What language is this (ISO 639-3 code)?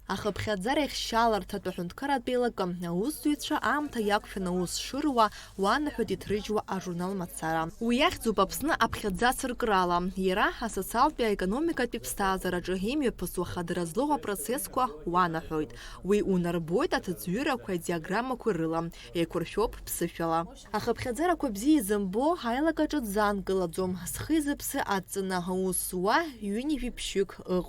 abk